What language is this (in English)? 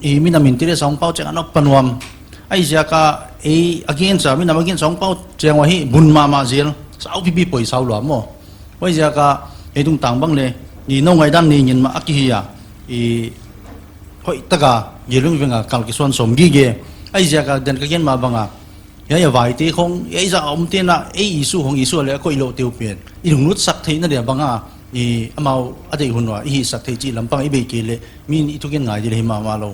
Paite Chin